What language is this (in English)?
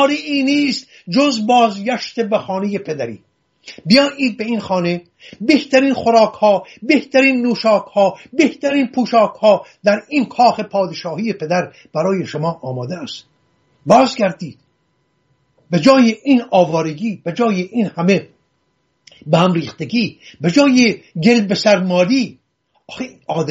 Persian